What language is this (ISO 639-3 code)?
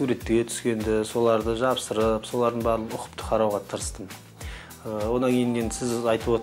kaz